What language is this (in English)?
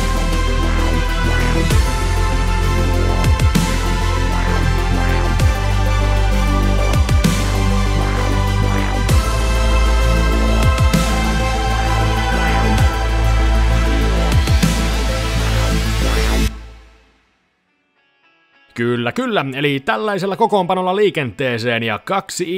Finnish